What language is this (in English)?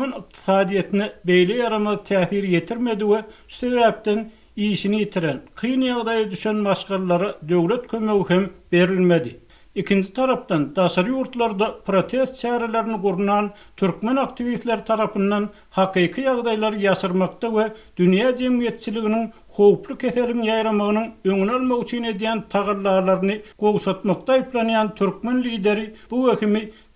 Turkmen